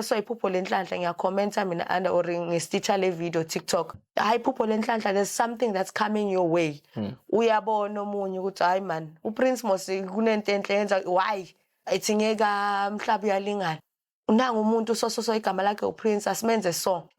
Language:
Zulu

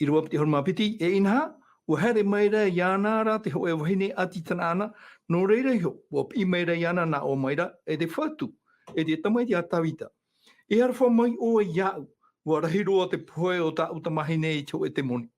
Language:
Tahitian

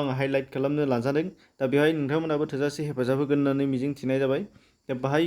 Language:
Bodo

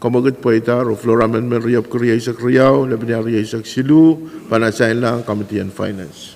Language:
Pohnpeian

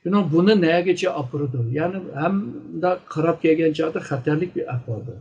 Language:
Uyghur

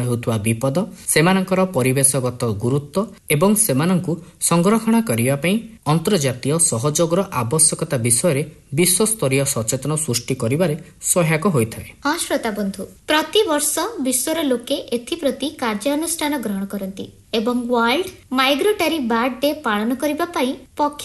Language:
Odia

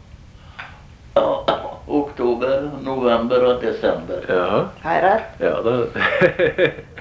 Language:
Norwegian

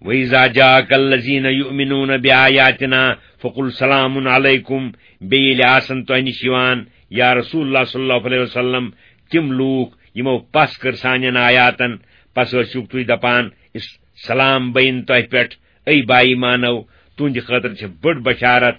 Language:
Kashmiri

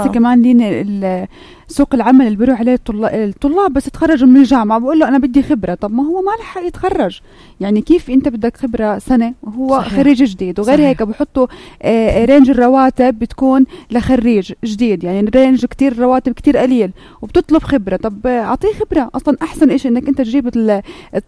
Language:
North Levantine Arabic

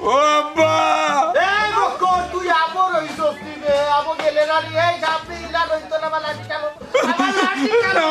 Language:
Sylheti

